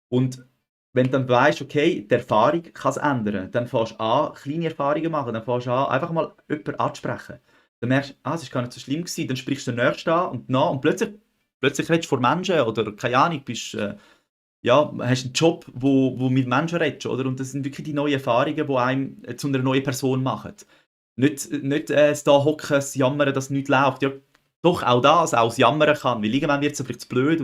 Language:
Swiss German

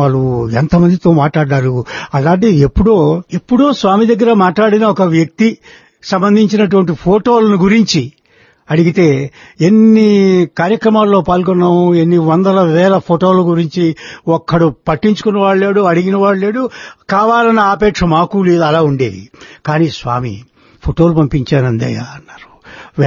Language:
Telugu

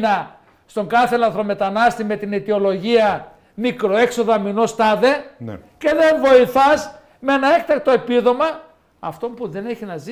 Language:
Greek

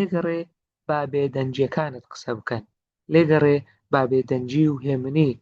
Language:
Central Kurdish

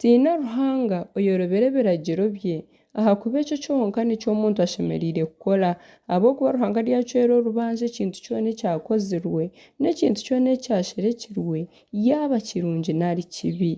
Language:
Nyankole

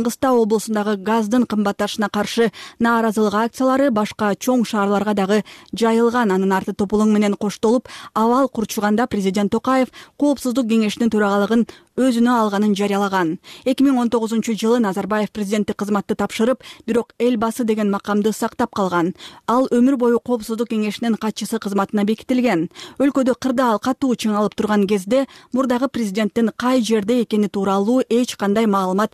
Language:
Kyrgyz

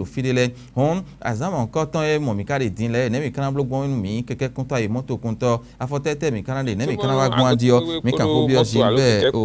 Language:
Fon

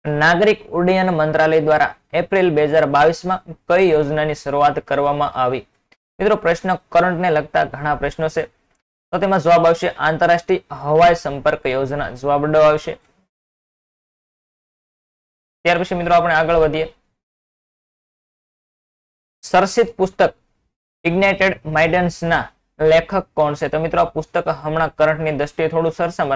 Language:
Gujarati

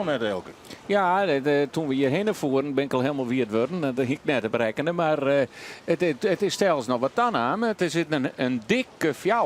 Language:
Western Frisian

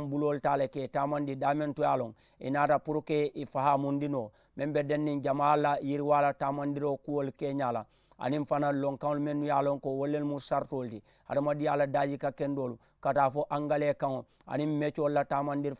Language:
Mandingo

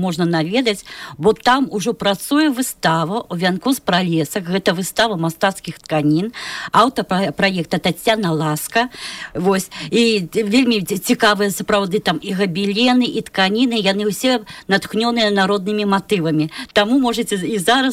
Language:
Belarusian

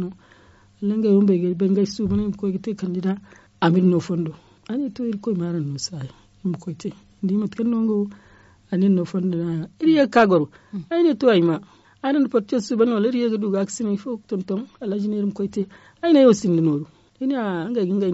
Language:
Zarma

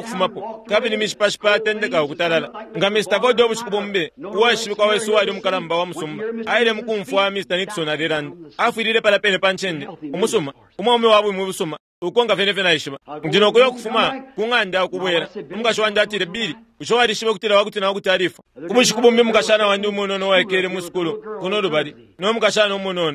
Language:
Bemba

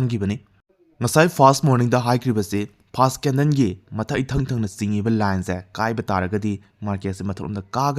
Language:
Manipuri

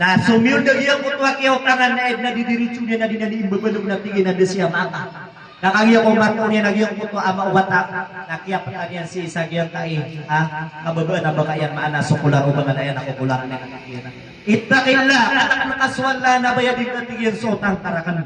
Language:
Maranao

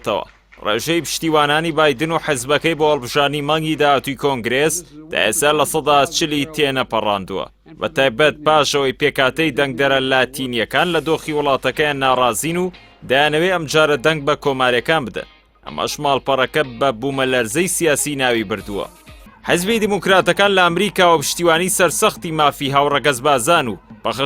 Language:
Central Kurdish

